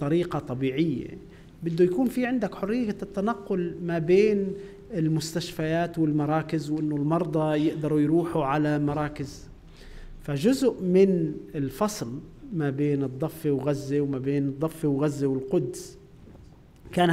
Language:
North Levantine Arabic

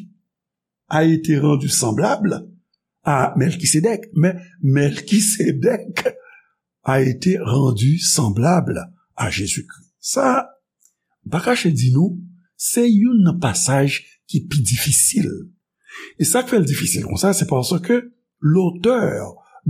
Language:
Haitian Creole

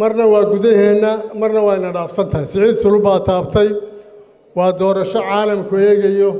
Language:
Somali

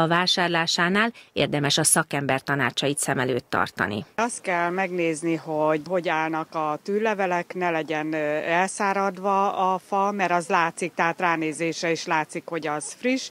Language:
Hungarian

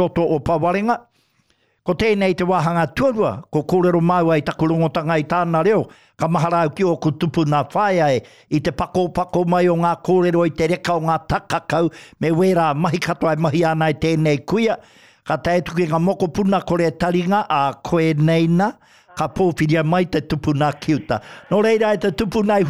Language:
Māori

